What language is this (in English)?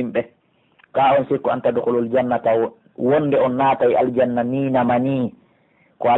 Pular